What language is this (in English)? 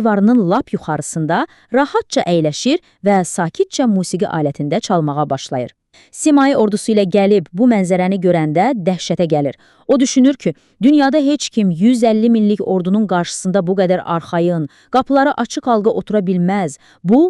Azerbaijani